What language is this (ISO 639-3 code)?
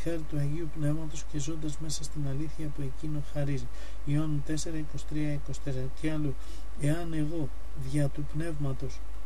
ell